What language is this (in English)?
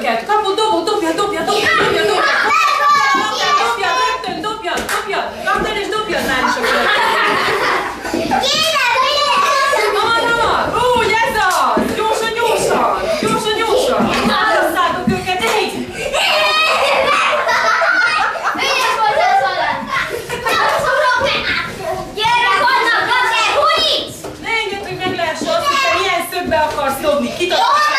Hungarian